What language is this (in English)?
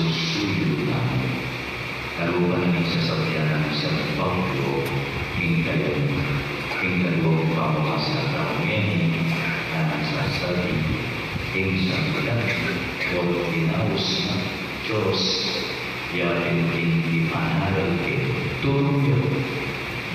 Pampanga